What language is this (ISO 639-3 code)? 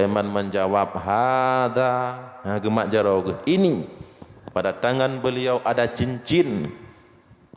ace